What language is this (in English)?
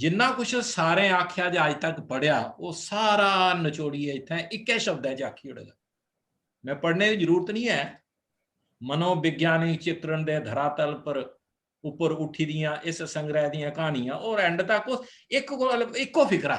Dogri